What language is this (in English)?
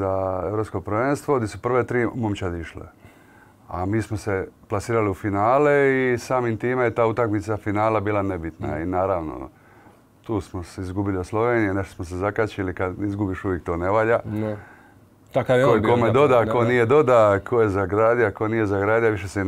Croatian